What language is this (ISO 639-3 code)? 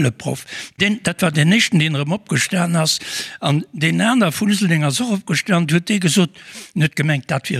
ltz